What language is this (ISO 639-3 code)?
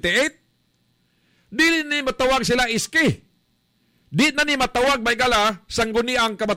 ceb